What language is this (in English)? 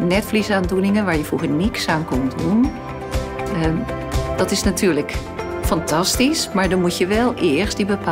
Dutch